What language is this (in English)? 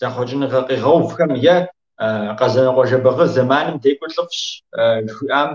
Kabardian